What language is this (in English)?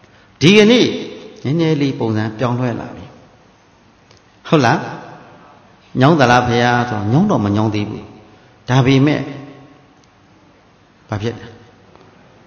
Burmese